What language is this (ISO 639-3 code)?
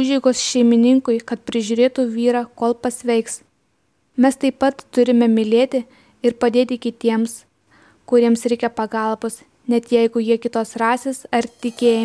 lit